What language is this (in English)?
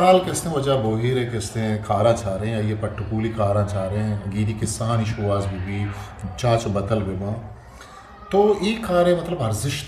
Eastern Balochi